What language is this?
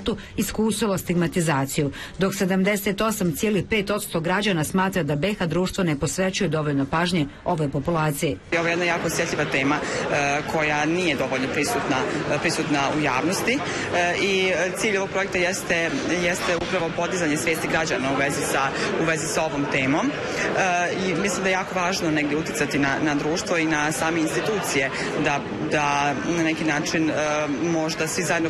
Bosnian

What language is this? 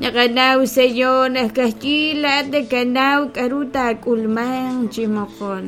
Kekchí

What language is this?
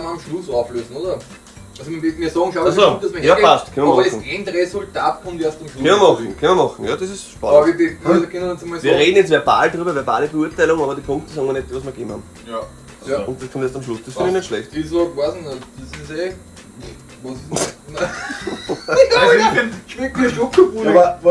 Bavarian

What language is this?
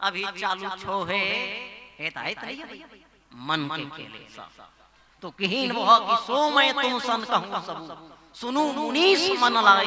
Chhattisgarhi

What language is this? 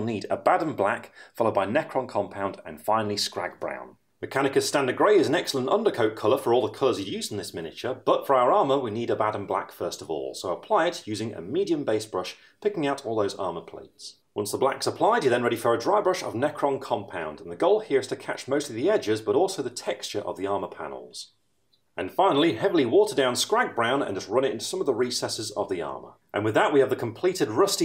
English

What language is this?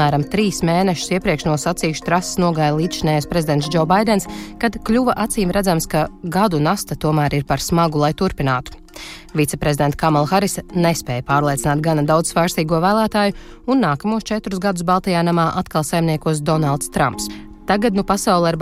Latvian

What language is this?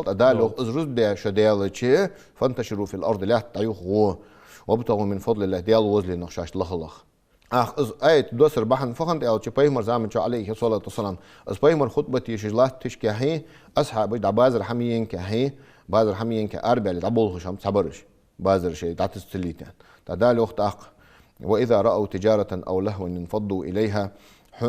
Ingush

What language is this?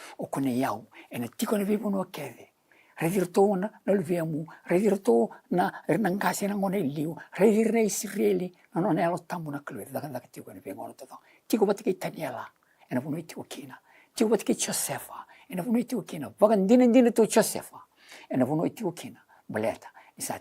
Fijian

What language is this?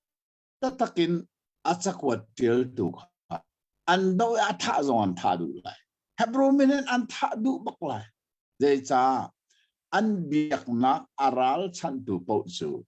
Hakha Chin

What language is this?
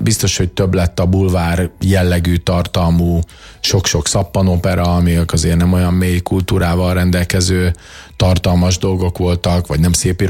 Hungarian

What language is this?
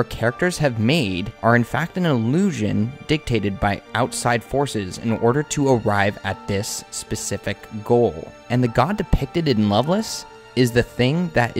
English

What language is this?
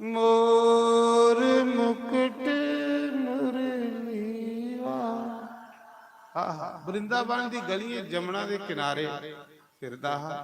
Dogri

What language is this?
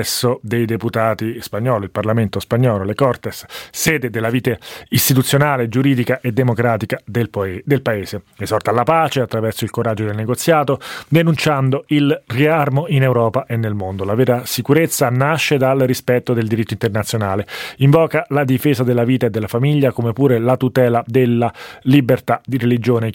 Italian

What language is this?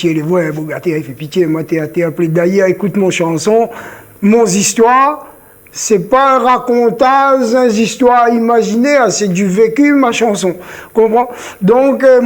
Réunion Creole French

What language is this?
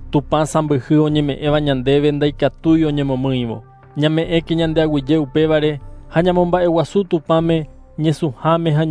Guarani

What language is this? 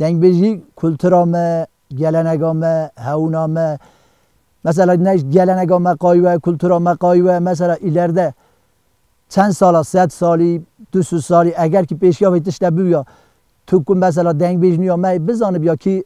Kurdish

